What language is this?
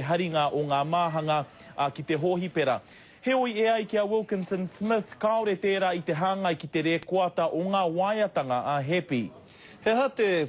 Māori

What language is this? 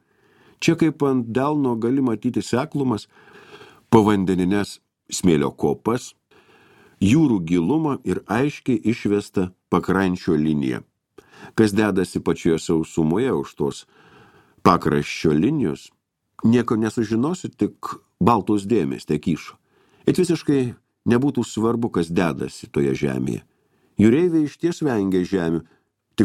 Lithuanian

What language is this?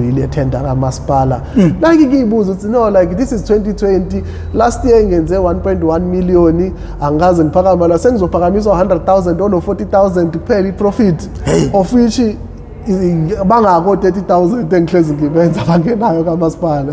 Zulu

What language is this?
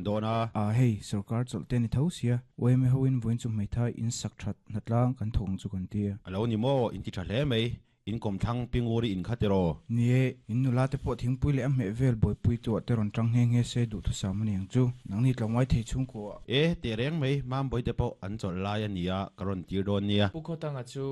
Mizo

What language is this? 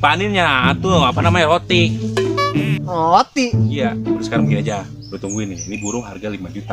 Betawi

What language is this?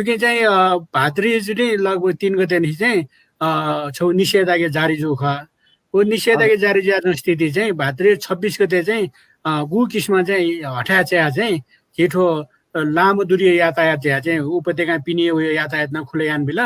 Newari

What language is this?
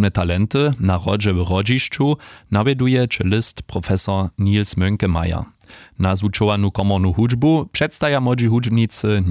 Upper Sorbian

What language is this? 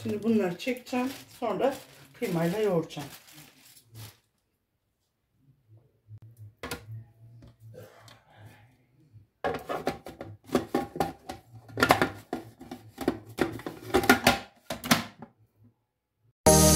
Turkish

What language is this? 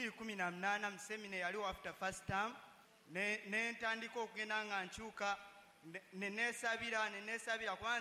Ganda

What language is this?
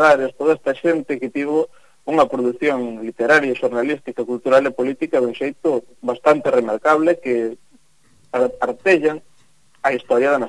Galician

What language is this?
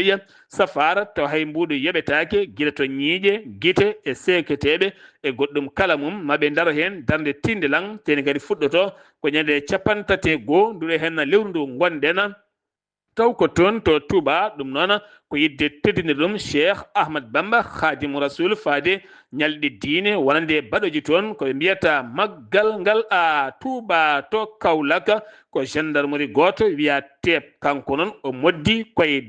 Fula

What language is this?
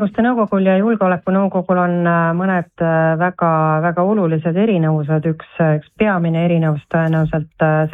Estonian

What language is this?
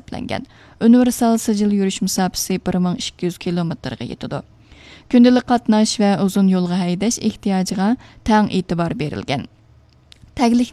Uyghur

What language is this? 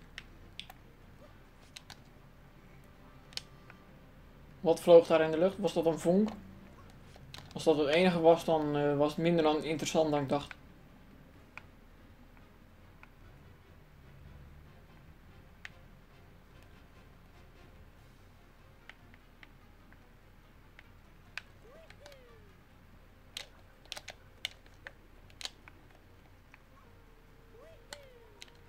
Dutch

